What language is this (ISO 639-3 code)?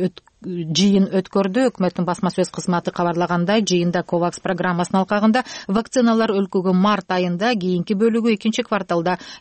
kir